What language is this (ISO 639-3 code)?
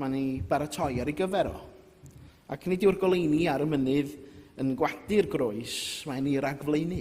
cym